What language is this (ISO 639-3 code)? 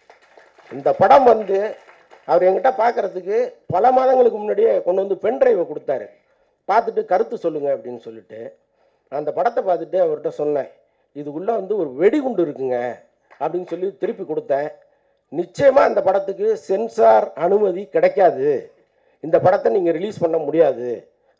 tam